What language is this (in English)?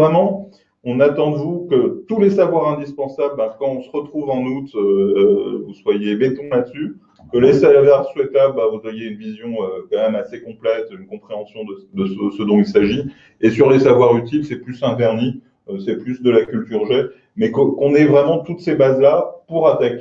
French